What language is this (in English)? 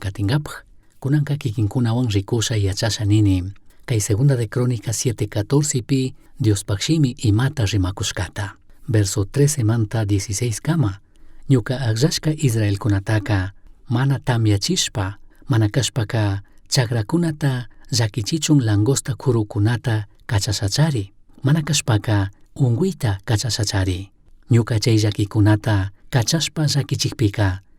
Chimborazo Highland Quichua